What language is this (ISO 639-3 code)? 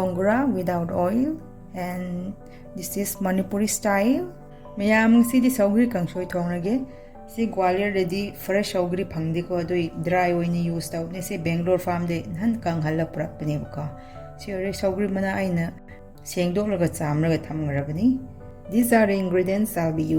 mni